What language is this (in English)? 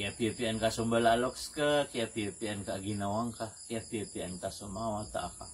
Maranao